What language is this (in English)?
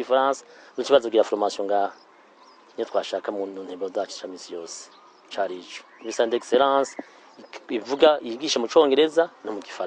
Rundi